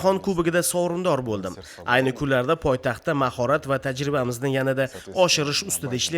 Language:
Uzbek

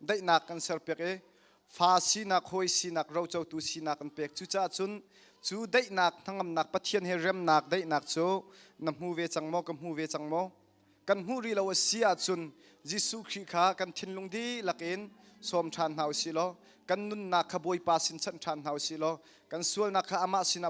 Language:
Hakha Chin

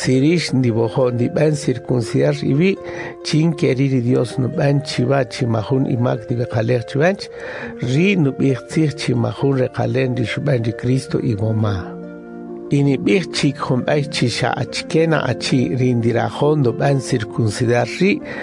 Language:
Kaqchikel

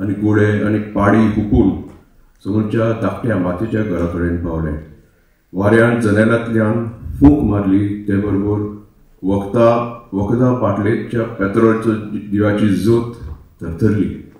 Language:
Konkani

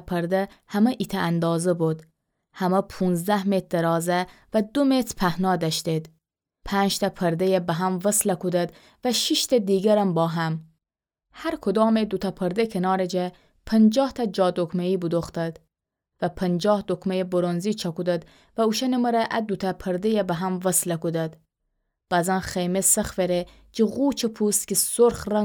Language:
Gilaki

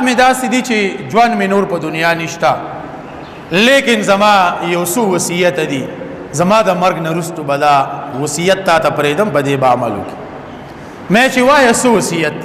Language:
Pashto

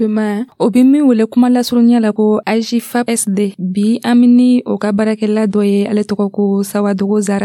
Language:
Dyula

